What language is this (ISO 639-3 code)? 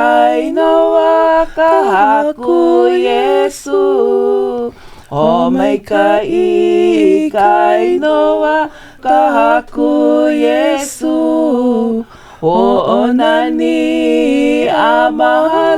haw